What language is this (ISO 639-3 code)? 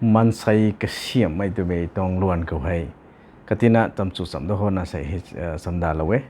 nbu